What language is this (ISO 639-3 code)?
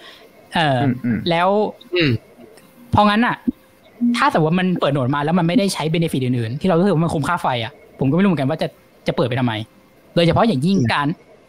tha